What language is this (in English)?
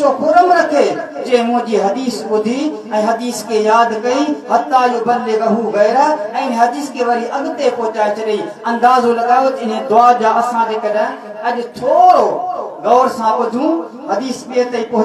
Sindhi